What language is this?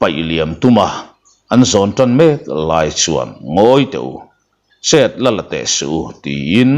Mizo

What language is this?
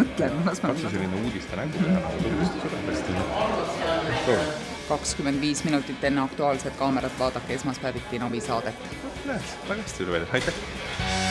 Estonian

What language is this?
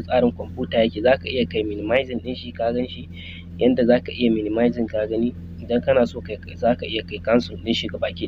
Hausa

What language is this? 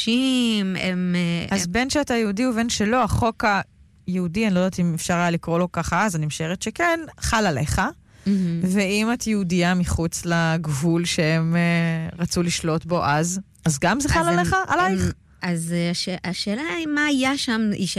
Hebrew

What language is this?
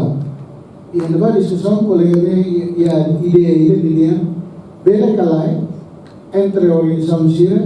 Tetum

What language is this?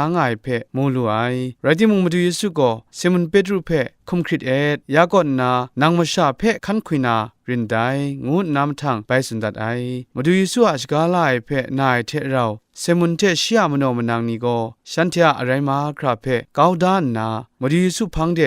Kachin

